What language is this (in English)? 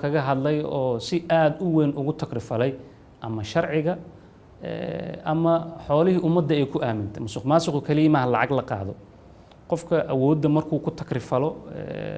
Somali